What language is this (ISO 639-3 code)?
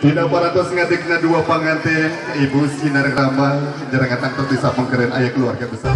sun